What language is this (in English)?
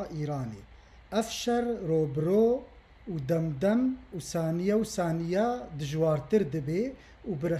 Kurdish